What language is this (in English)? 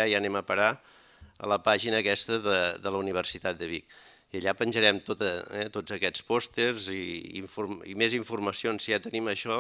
Catalan